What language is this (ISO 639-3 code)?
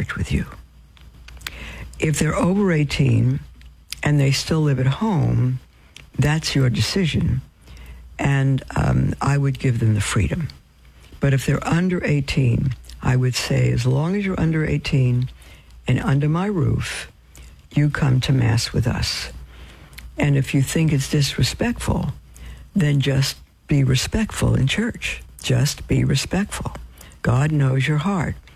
eng